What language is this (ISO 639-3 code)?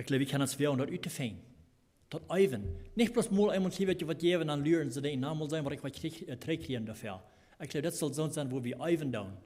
pdt